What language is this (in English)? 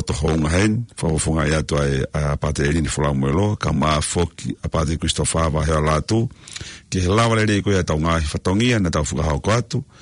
Tongan